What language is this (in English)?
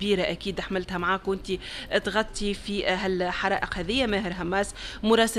Tunisian Arabic